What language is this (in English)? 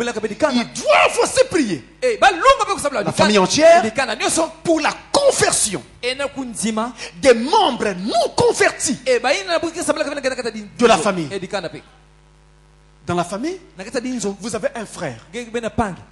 French